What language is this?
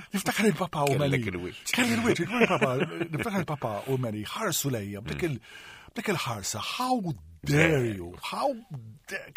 Maltese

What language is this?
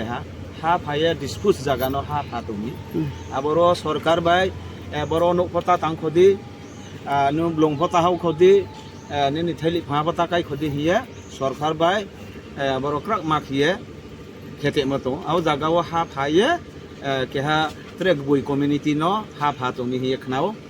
Riang (India)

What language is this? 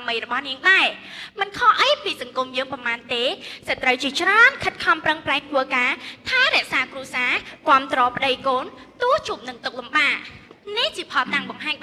Khmer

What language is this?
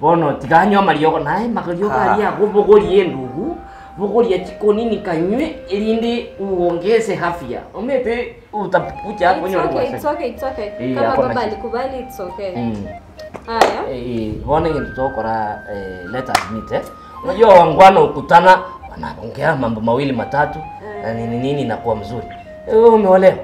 Gusii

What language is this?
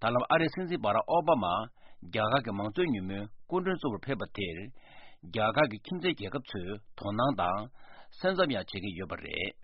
Tibetan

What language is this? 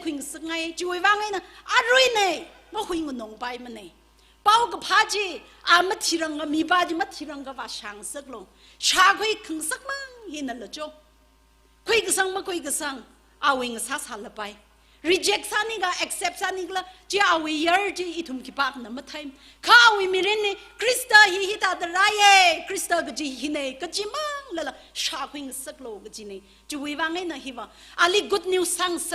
Tangkhul Naga (India)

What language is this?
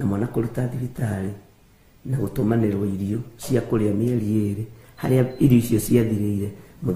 Kikuyu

